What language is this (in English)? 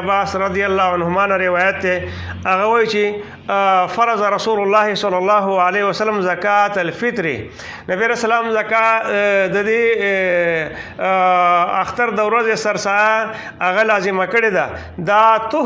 Pashto